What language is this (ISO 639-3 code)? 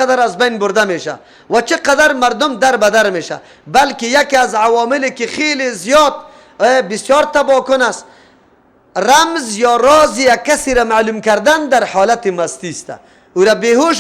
fas